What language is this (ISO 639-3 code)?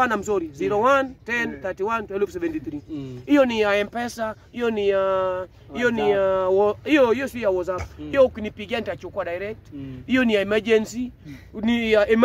swa